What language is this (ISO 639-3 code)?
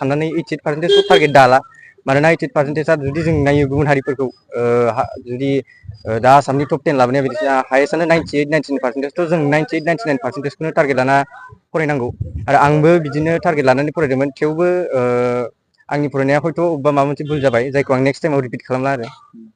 brx